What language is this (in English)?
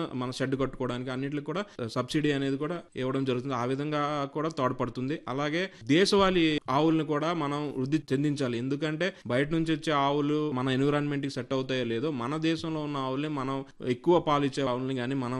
Telugu